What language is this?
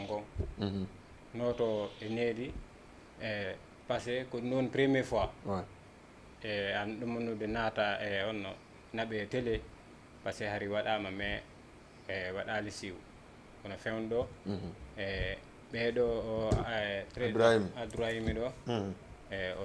Fula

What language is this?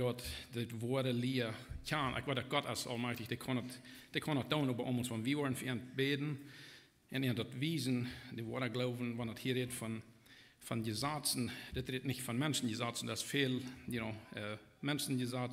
Plautdietsch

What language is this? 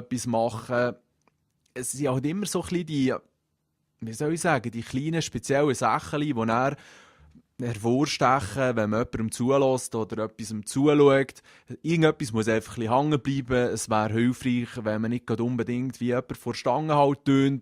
Swiss German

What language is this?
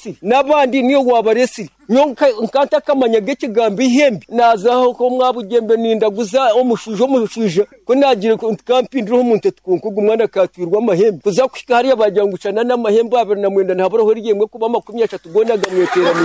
Nyoro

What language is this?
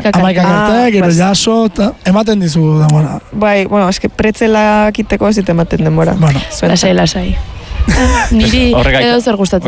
Basque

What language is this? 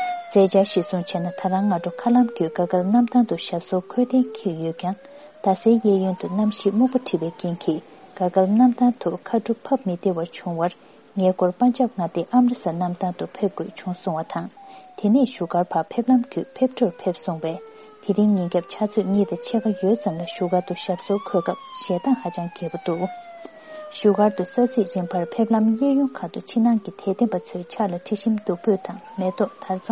Tibetan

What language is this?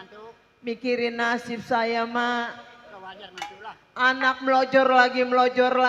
Betawi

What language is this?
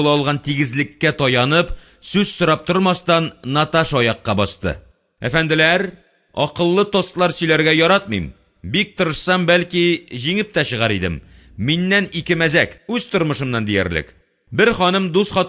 Tatar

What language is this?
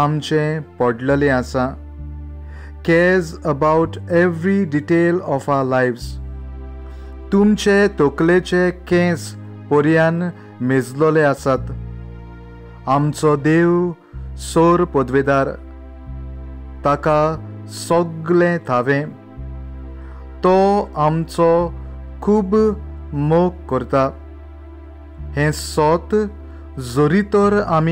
Konkani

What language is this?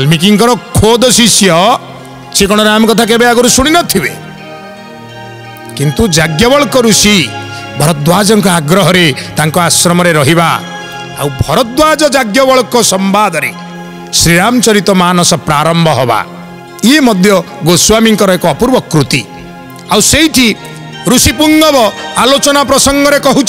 Odia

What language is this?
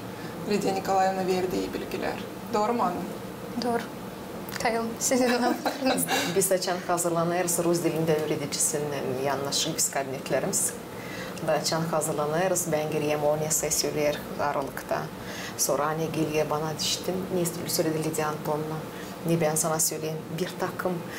Gagauz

